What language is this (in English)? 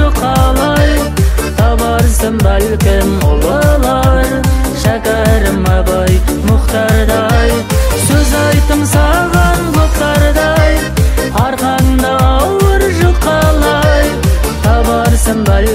Kazakh